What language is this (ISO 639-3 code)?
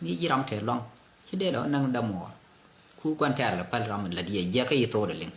nus